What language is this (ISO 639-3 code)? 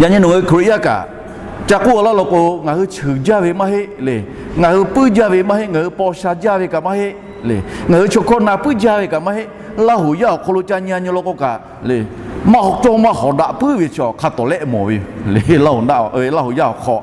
lhu